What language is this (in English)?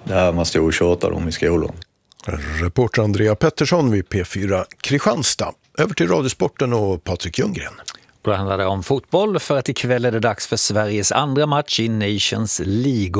Swedish